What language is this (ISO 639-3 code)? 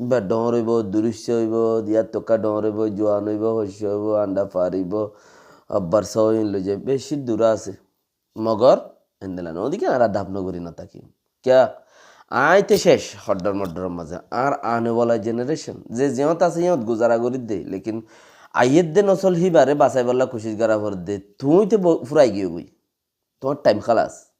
rhg